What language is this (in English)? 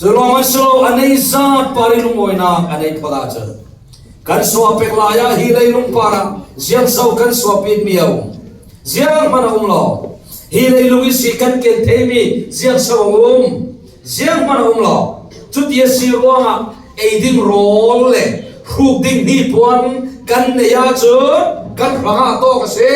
Falam Chin